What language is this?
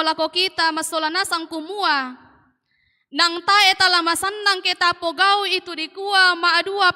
Toraja-Sa'dan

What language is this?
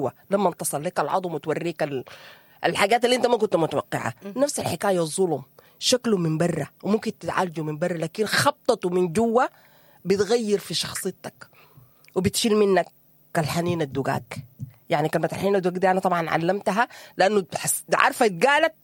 Sudanese Arabic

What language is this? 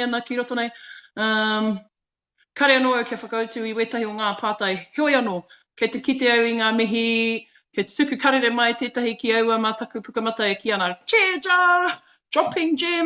Māori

